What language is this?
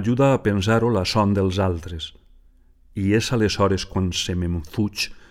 Catalan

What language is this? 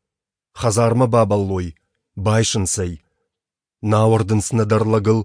Ossetic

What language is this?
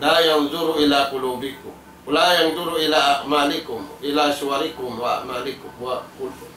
Tausug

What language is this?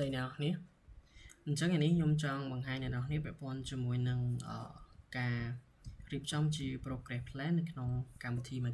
Khmer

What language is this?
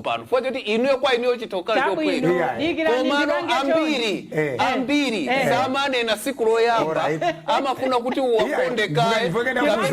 Nyanja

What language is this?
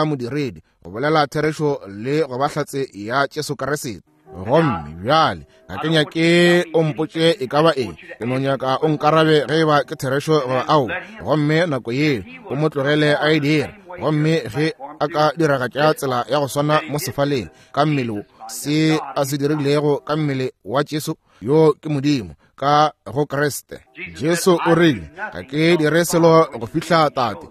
Northern Sotho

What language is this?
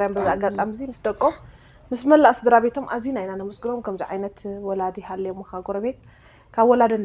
Tigrinya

